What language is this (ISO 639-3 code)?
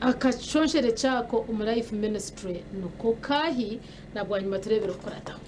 nyn